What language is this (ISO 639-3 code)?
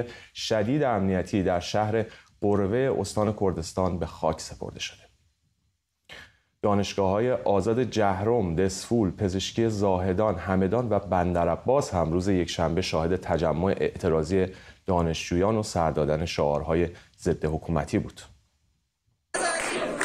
fas